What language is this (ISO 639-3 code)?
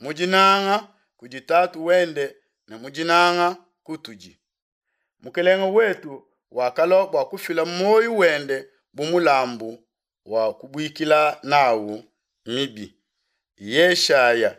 lua